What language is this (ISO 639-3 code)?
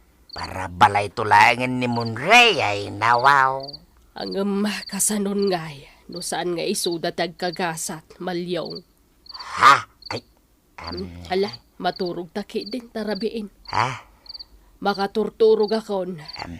ilo